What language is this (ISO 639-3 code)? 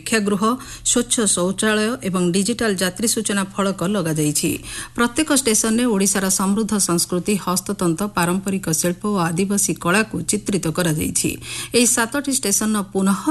ori